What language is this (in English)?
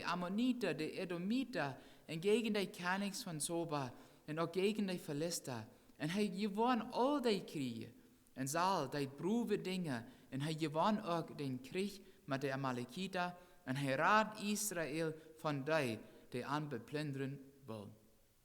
Plautdietsch